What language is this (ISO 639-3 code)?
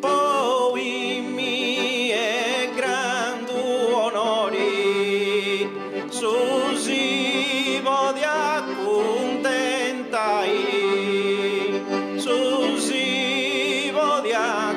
srd